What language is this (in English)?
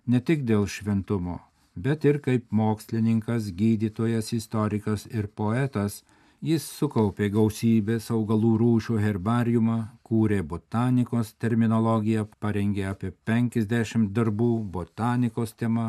Lithuanian